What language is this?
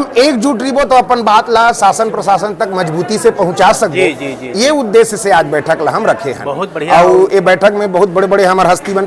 Chhattisgarhi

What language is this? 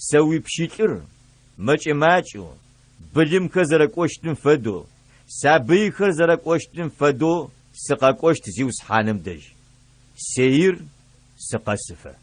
Adyghe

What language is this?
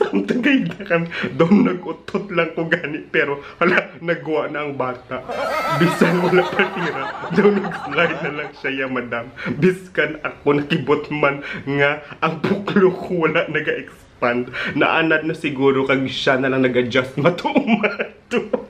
Hiligaynon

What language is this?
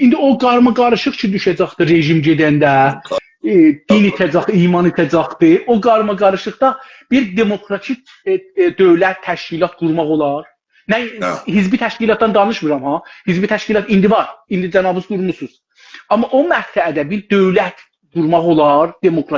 South Azerbaijani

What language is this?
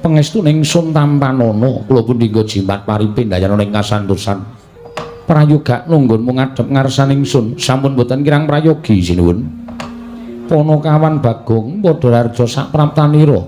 Javanese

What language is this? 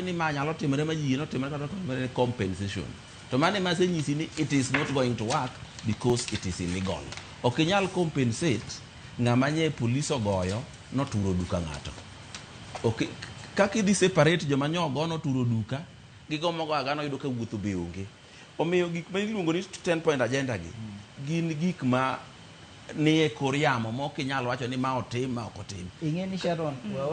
Luo (Kenya and Tanzania)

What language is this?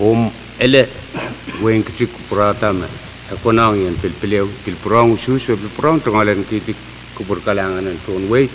Pohnpeian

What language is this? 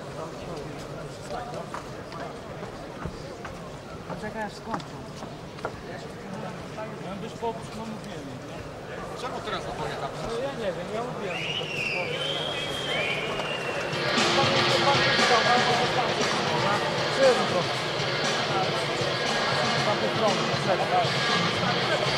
Polish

